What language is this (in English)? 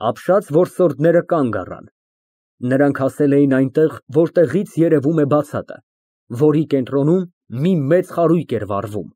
Armenian